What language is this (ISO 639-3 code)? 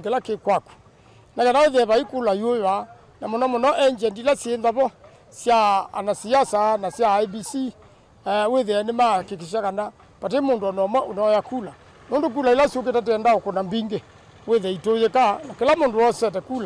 kam